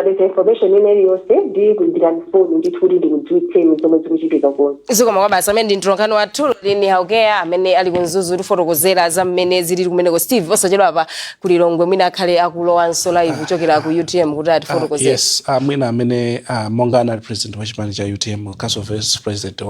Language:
Nyanja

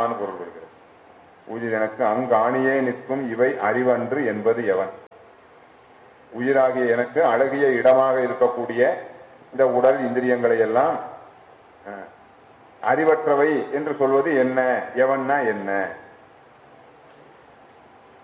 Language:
Tamil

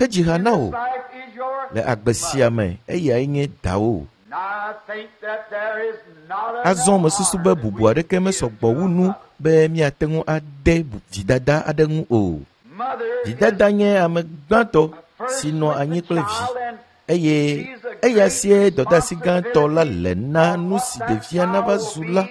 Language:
Ewe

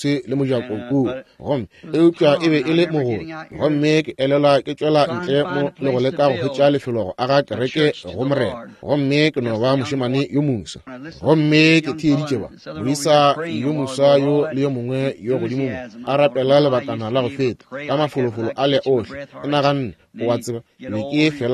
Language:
Northern Sotho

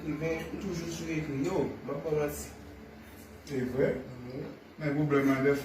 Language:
Haitian Creole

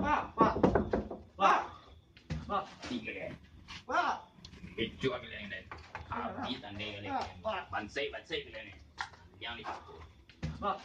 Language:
Minangkabau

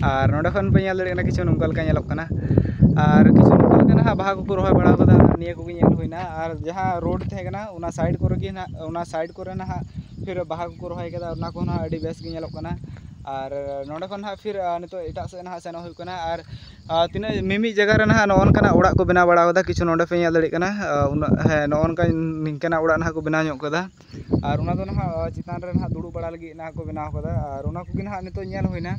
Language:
Santali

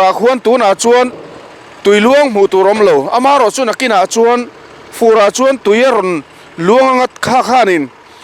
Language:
Mizo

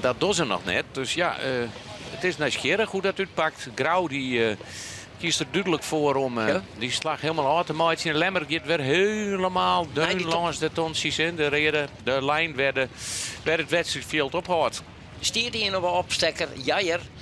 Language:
Western Frisian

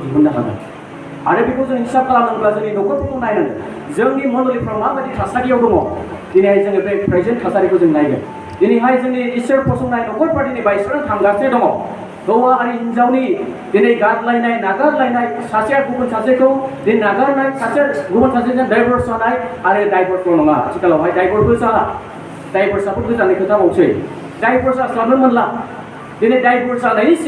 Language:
Bodo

